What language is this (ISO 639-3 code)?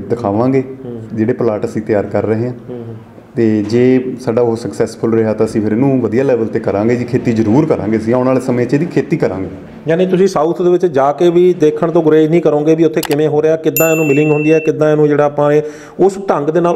pan